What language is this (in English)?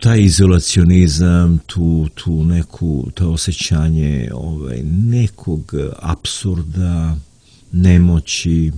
Serbian